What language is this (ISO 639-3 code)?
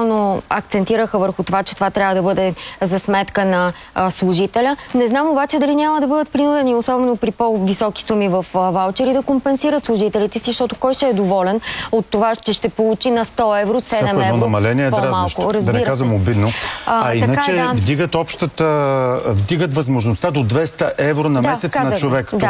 bul